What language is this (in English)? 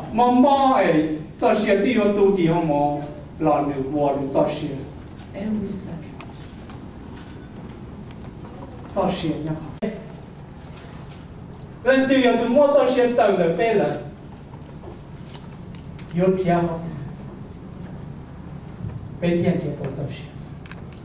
Vietnamese